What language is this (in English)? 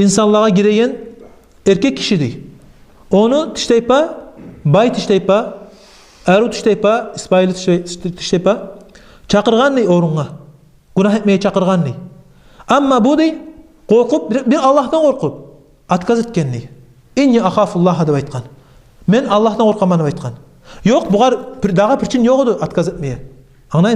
Kumyk